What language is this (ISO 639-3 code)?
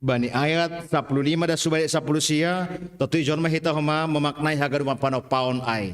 bts